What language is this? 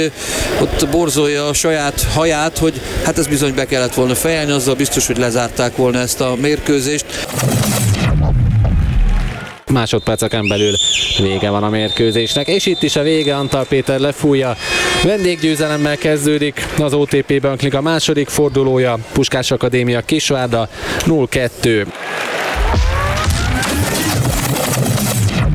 Hungarian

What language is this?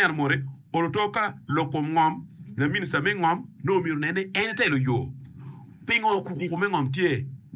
Acoli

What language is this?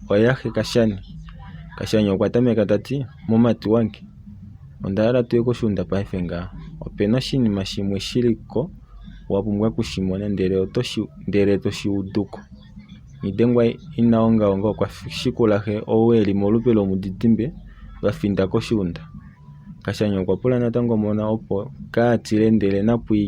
Kuanyama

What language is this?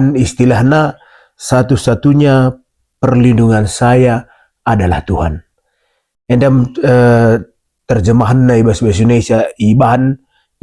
Batak Karo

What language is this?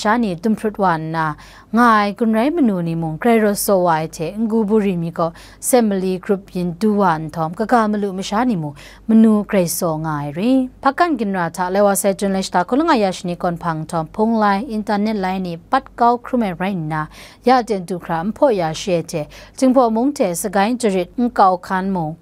Kachin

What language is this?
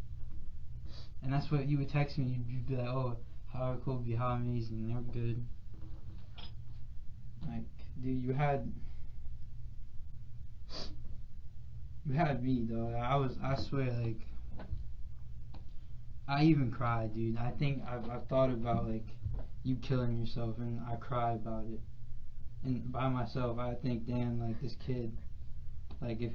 English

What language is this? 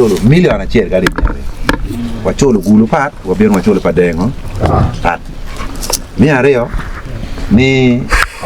Acoli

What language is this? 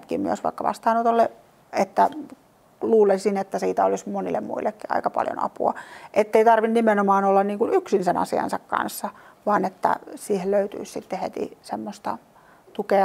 Finnish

